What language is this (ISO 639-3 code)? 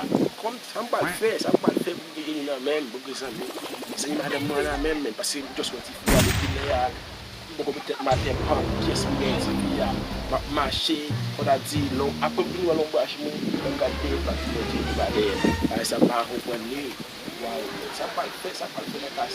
hat